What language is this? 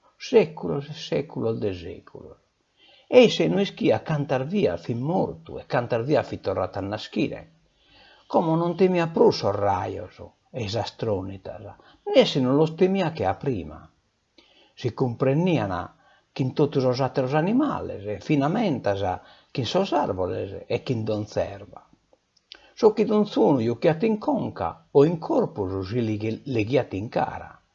Sardinian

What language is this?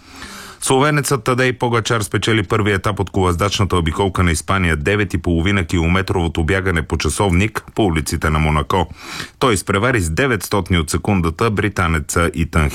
Bulgarian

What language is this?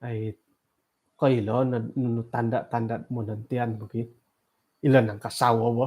Central Dusun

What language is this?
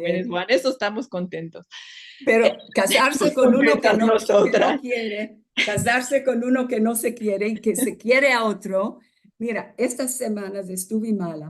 Ladino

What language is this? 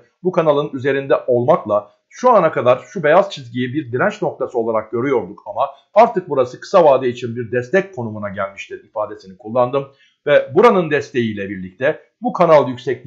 Turkish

